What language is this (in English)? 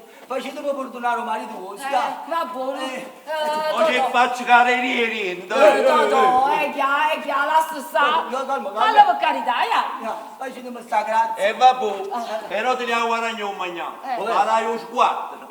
Neapolitan